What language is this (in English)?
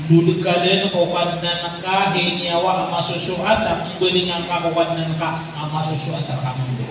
Maranao